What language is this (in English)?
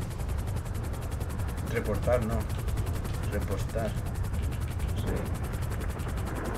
Spanish